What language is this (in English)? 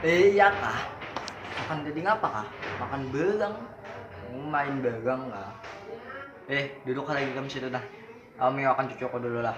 Banjar